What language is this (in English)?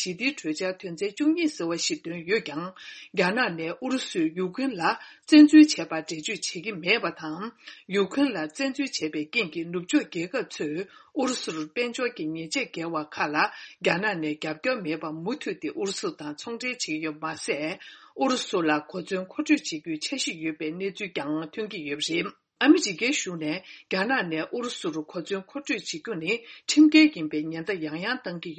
Tibetan